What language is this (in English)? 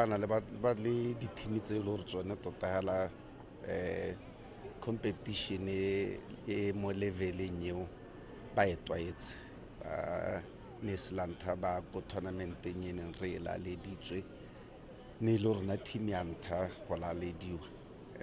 Tswana